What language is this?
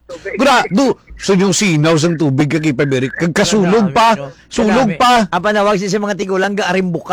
Hiligaynon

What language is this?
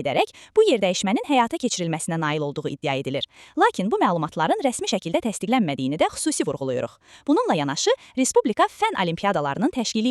Azerbaijani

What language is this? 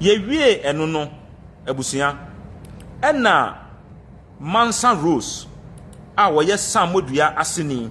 Akan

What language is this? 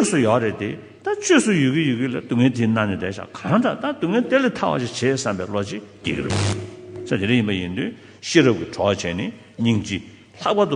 Tibetan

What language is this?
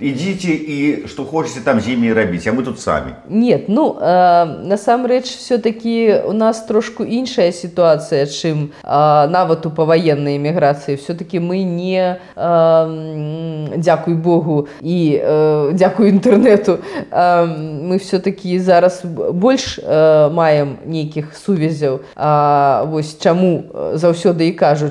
Belarusian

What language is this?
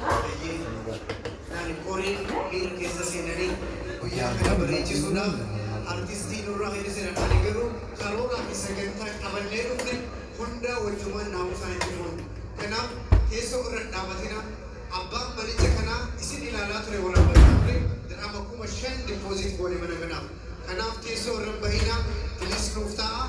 Oromo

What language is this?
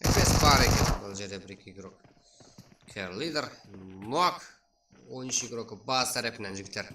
Kara-Kalpak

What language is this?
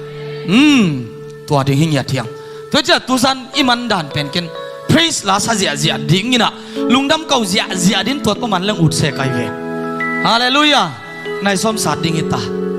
Tedim Chin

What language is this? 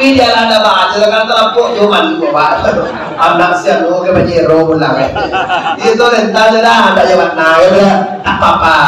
Minangkabau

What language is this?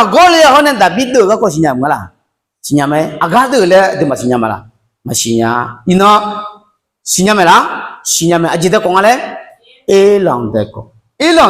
Akha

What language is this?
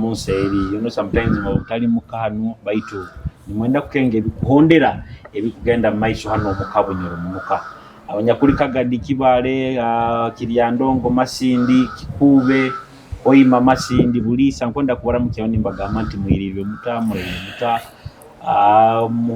Nyoro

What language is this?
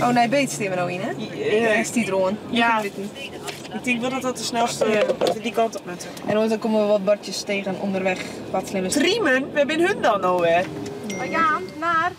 Western Frisian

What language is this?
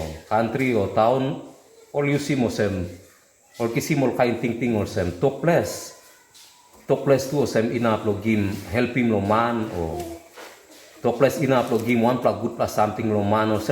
Tok Pisin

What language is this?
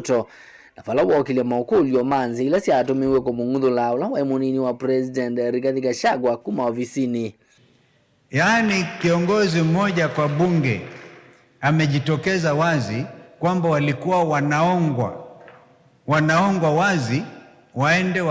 Kamba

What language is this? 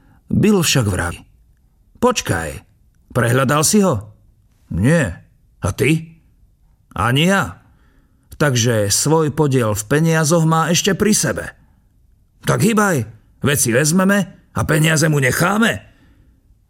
Slovak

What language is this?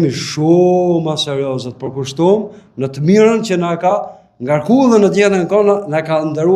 Albanian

